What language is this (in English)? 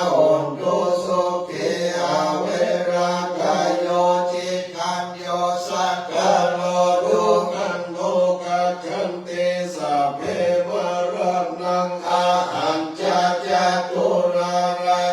Pali